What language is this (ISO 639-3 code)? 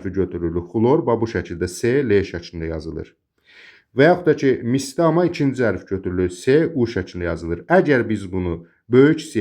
aze